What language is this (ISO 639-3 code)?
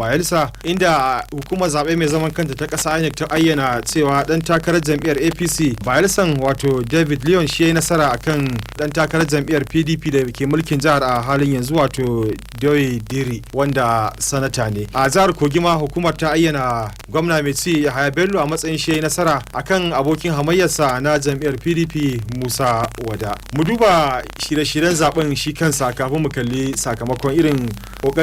hau